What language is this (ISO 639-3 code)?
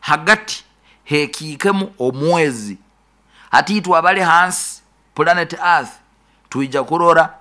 nyo